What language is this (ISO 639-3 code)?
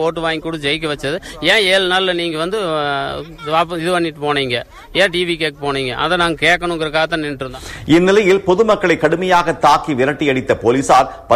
tam